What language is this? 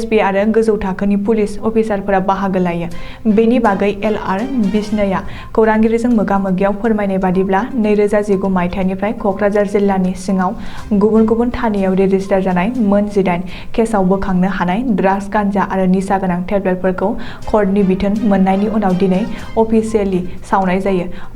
Bodo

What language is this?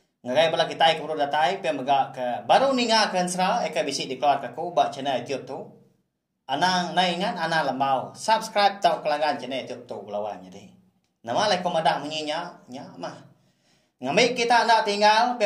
Iban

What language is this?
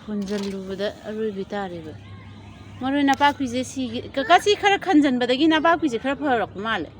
Manipuri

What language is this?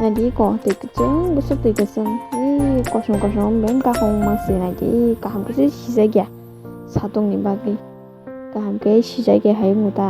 Kok Borok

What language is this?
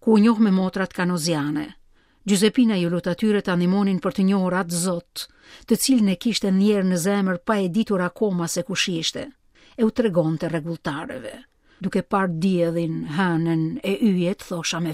Albanian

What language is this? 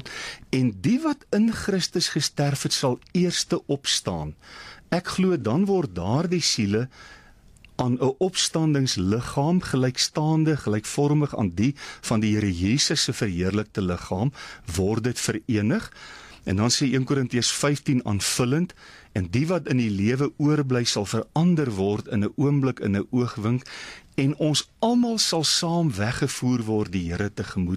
Afrikaans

